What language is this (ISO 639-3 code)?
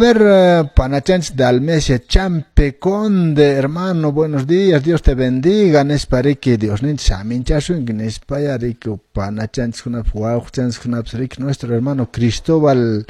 que